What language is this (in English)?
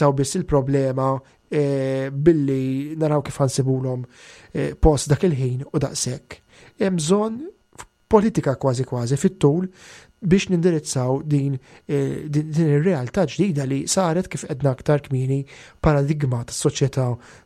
Maltese